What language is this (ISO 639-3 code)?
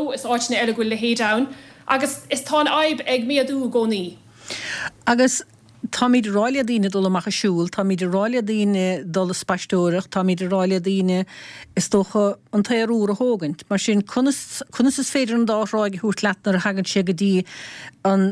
gle